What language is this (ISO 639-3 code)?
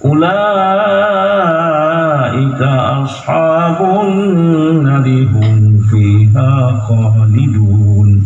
ace